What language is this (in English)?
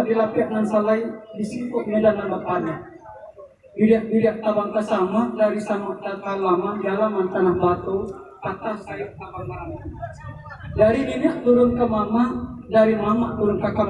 Minangkabau